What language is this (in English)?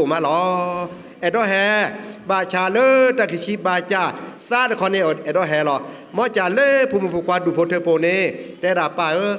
S'gaw Karen